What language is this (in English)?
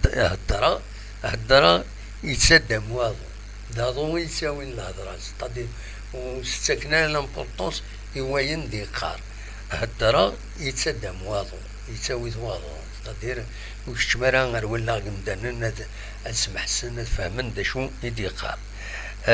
Kabyle